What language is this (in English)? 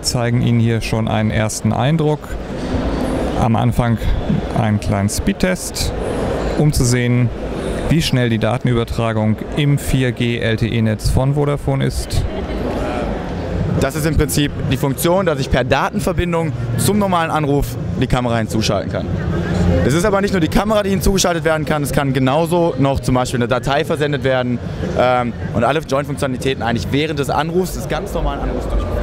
German